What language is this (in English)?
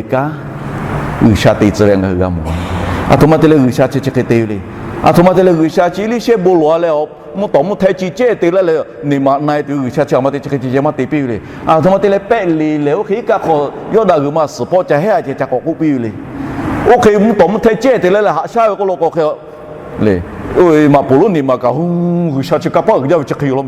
Lahu